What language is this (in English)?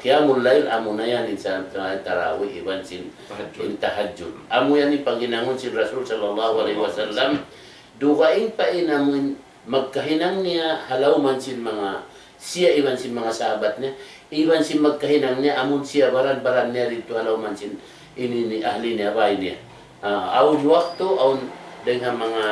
Tausug